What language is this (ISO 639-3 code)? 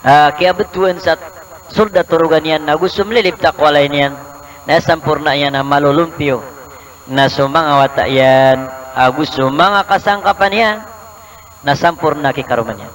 mrw